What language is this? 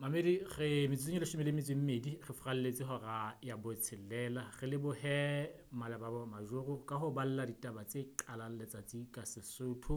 Southern Sotho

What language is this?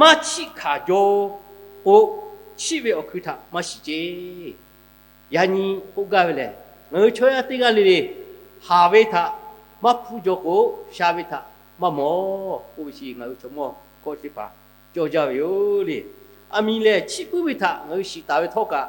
Lahu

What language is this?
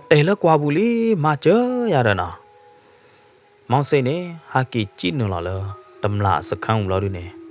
S'gaw Karen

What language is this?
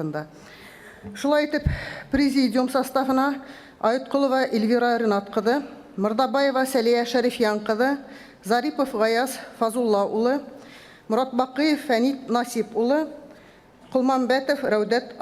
Bashkir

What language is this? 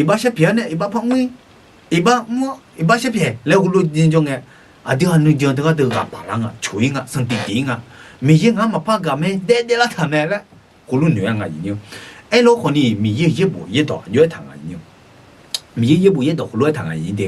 Akha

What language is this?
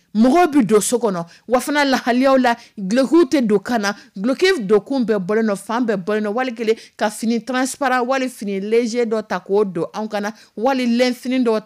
Dyula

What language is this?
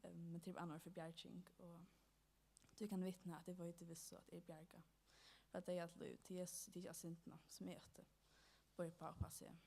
Faroese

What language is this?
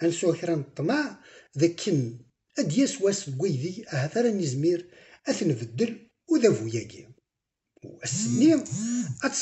Kabyle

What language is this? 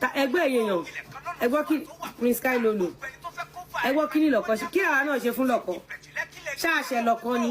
Yoruba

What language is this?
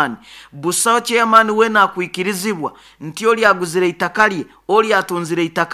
Nyoro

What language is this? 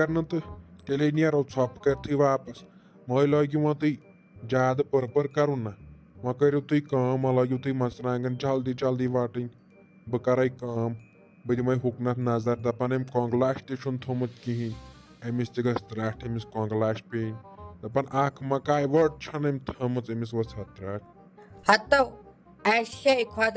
Kashmiri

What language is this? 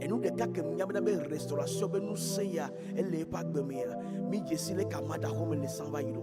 Ewe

